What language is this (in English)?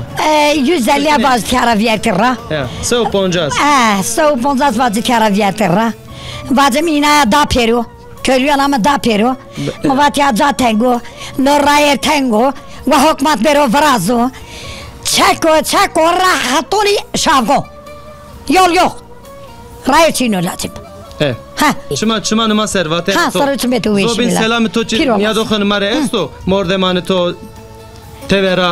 Zaza